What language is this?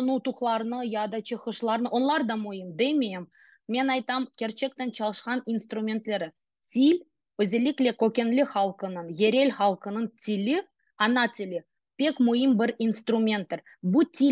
Crimean Tatar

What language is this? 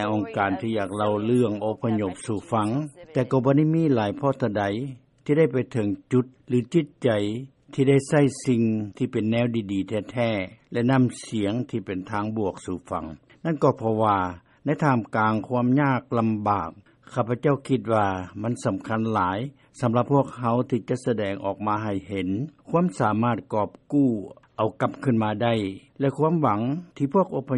Lao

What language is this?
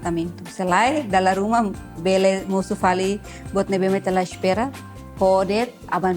Tetum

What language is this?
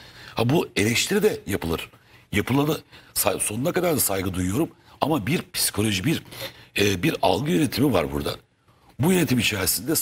Turkish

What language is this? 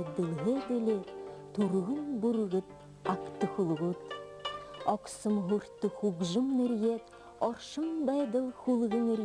Buriat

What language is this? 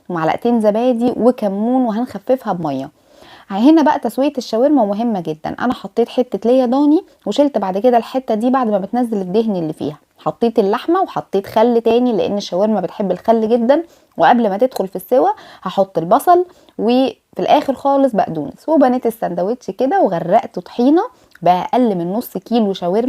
Egyptian Arabic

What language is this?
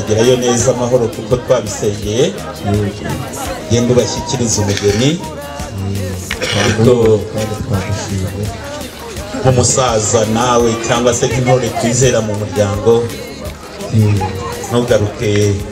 Kinyarwanda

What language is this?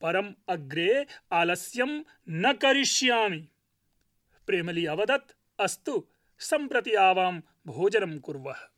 Sanskrit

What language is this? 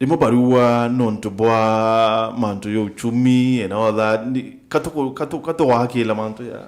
Meru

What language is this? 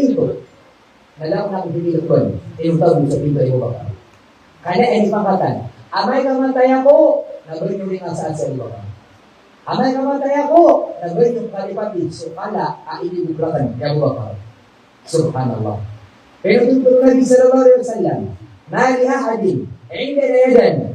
Maranao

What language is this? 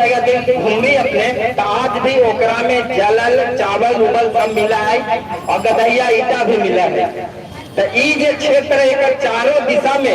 Magahi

